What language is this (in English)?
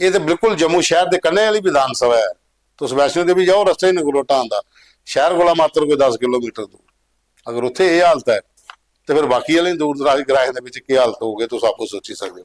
Dogri